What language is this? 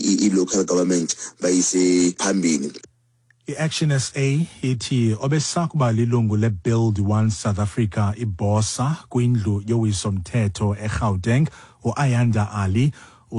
Xhosa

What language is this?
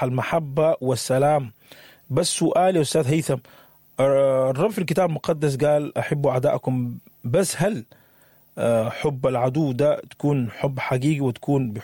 Sudanese Arabic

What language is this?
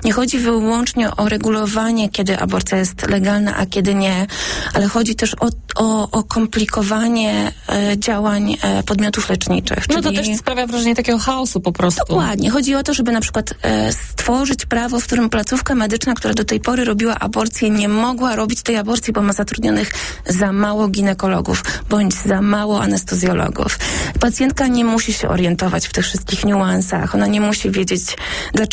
Polish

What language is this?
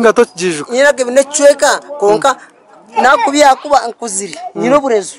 Nyankole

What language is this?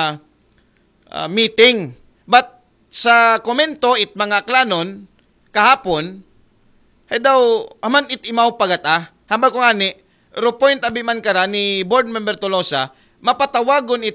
Aklanon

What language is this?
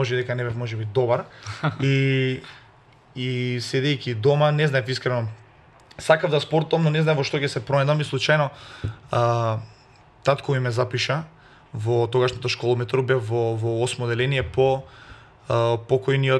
Macedonian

